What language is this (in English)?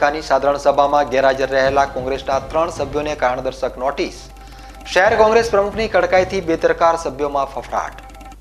Gujarati